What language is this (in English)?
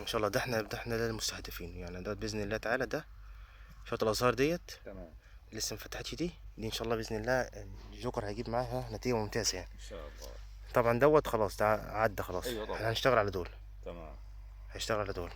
Egyptian Arabic